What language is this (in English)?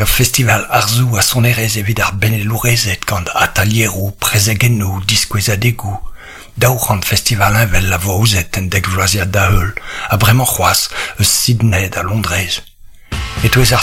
Breton